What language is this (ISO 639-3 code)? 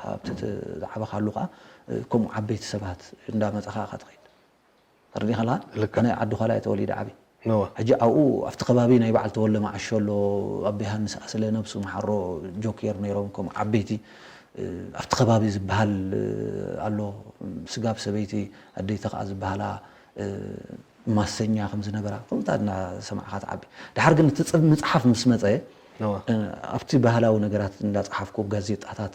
tir